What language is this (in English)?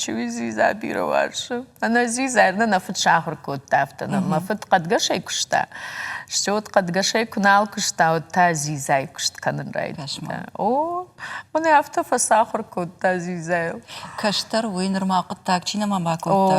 Ossetic